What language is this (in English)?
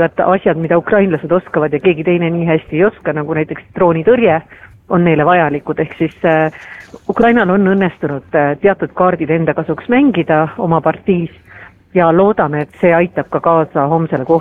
Estonian